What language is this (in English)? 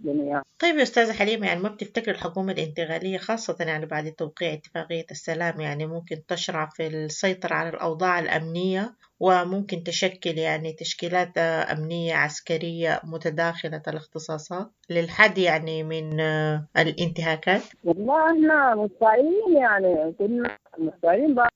Sudanese Arabic